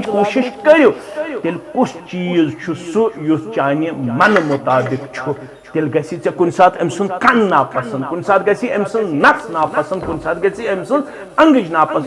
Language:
Kashmiri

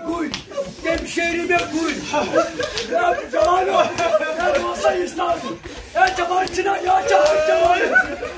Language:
Kashmiri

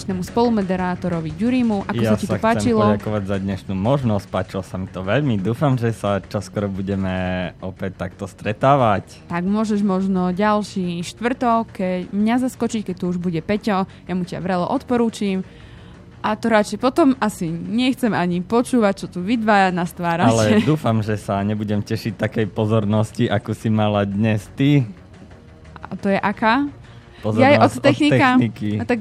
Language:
Slovak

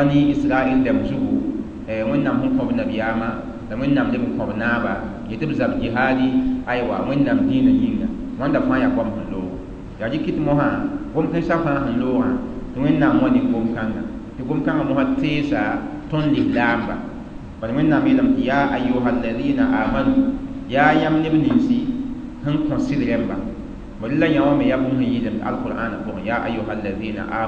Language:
Mossi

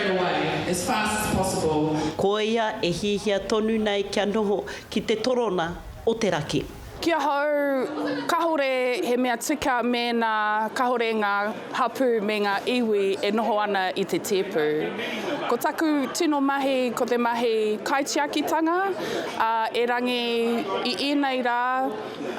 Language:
Māori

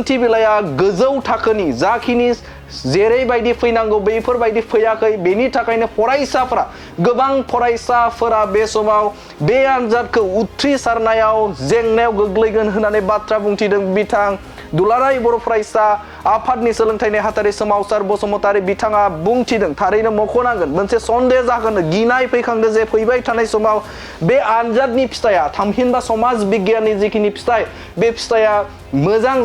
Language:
Bodo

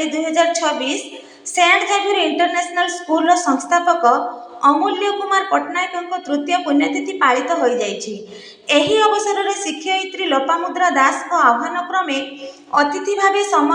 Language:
Odia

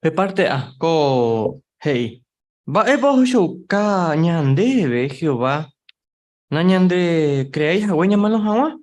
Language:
Guarani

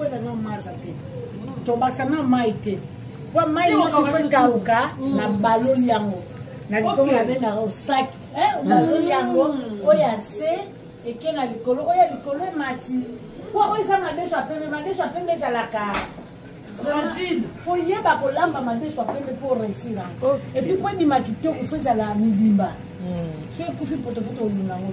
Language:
Lingala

